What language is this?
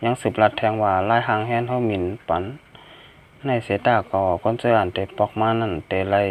Shan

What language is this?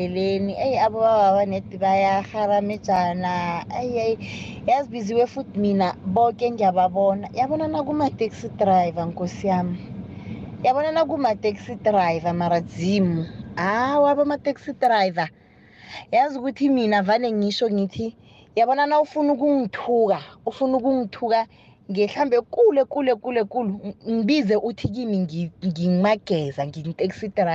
South Ndebele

